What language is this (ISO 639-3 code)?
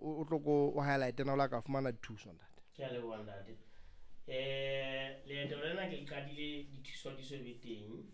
sot